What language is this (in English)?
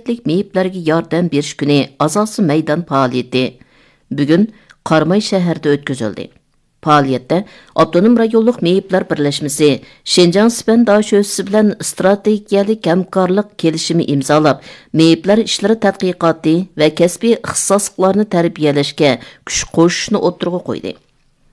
Uyghur